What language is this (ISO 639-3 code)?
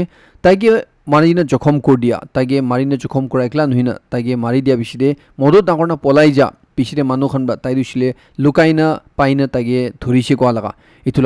nag